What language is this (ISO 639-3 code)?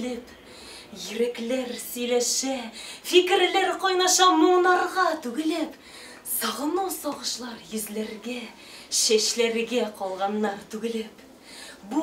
tat